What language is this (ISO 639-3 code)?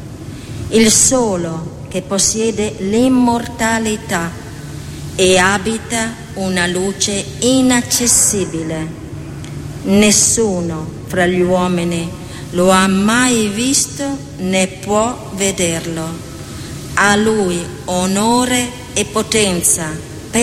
ita